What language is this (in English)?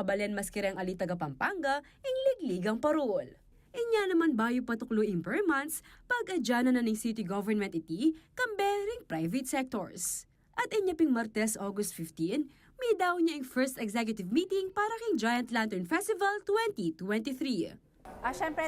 Pampanga